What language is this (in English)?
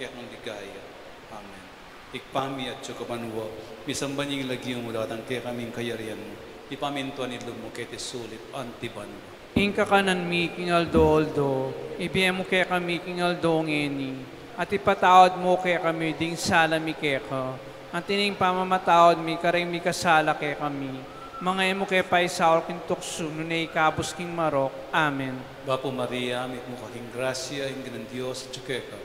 Pampanga